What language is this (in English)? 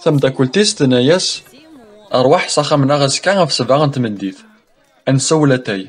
Kabyle